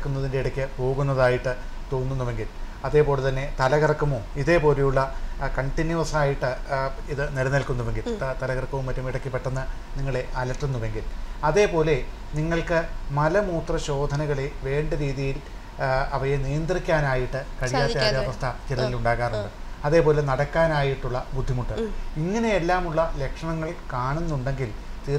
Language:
Malayalam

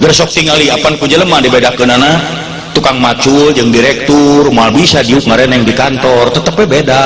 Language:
Sundanese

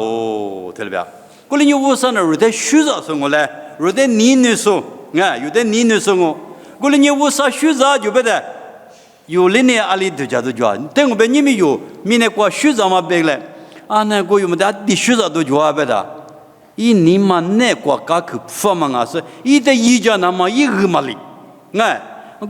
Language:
Lisu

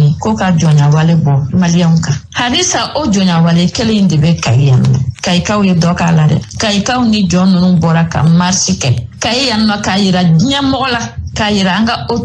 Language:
Bambara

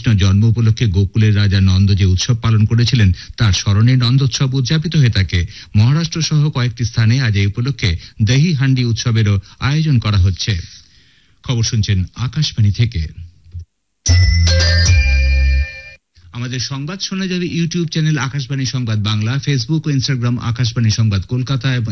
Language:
Bangla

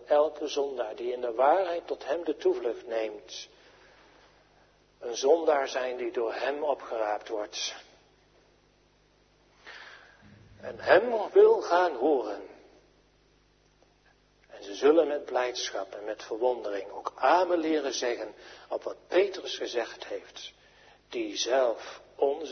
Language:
Dutch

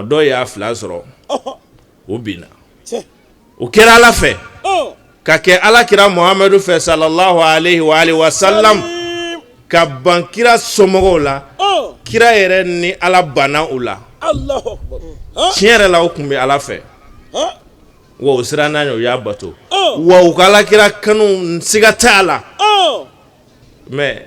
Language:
Bambara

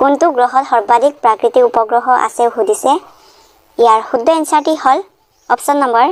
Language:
Assamese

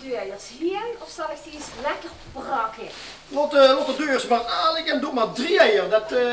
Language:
Limburgish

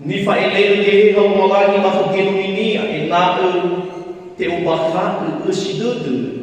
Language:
Nias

